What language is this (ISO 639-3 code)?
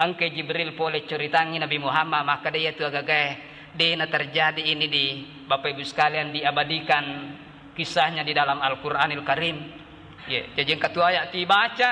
bug